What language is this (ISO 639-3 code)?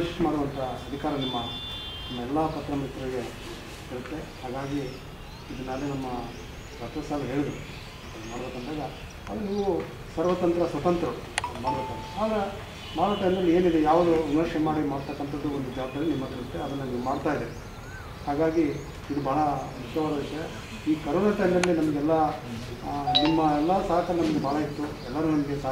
kan